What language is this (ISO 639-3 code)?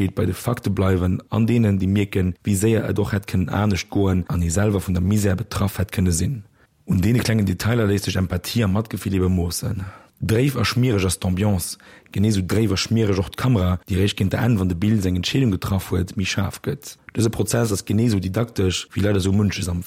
ltz